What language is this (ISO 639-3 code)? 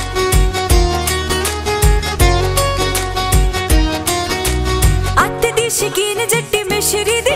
pan